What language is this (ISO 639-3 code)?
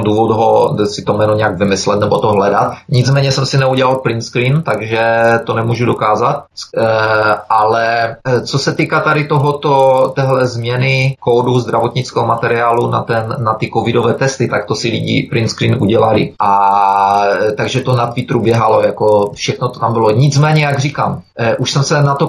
ces